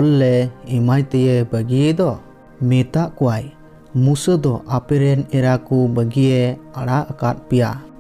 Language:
Santali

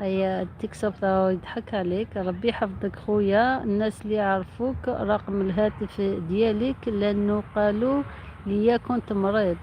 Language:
Algerian Arabic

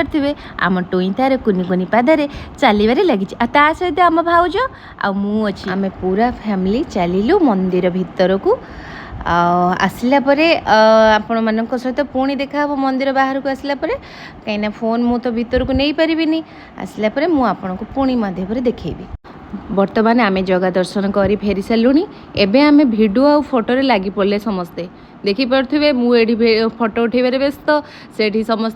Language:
Odia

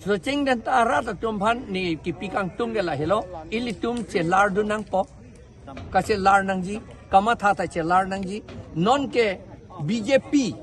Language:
Karbi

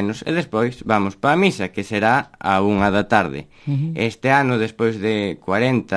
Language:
Galician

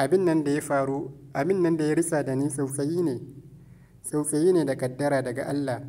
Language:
Hausa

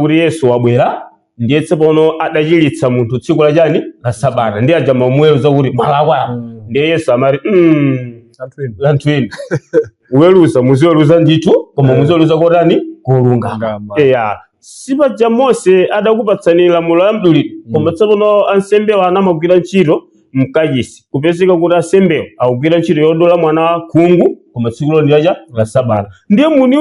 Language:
Nyanja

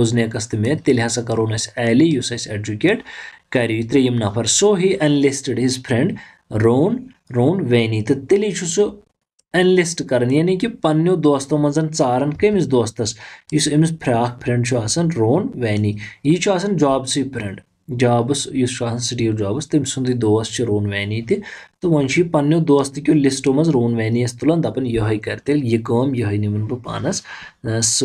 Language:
Kashmiri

